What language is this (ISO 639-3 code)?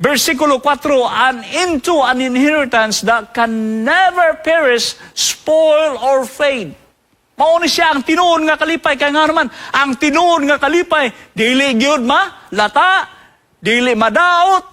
ceb